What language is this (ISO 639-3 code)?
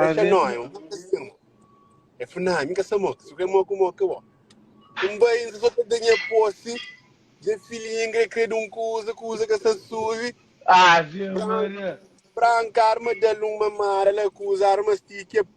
kea